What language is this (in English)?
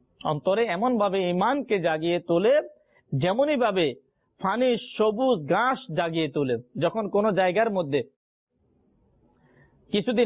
Bangla